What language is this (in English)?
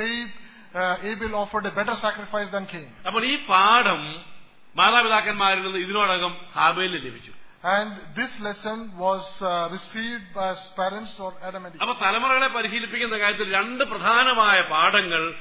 Malayalam